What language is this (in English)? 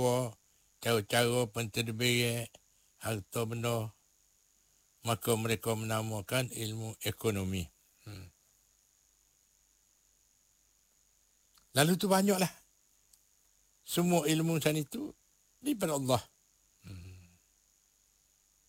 Malay